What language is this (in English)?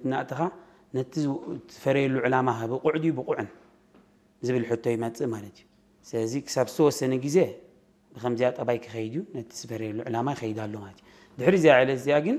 Tigrinya